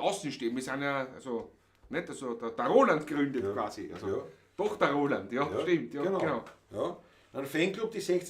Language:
Bavarian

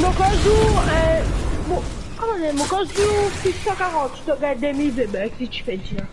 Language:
Morisyen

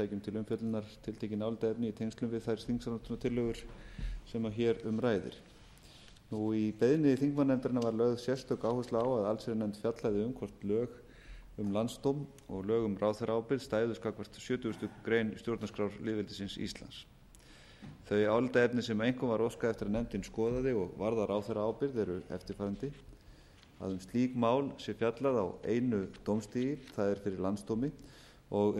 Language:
Icelandic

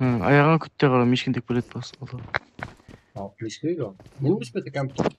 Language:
Kara-Kalpak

